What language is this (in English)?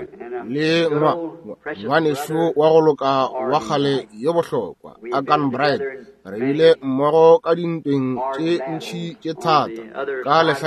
Northern Sotho